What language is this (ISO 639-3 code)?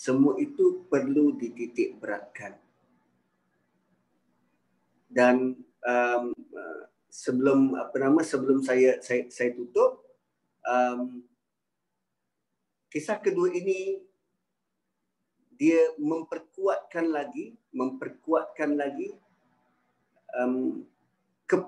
msa